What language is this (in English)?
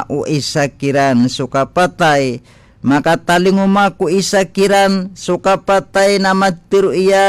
Maranao